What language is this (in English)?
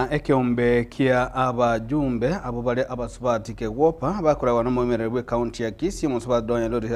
Gusii